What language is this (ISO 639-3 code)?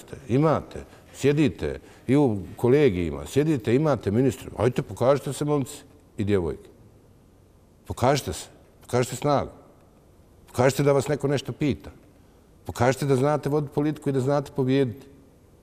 bos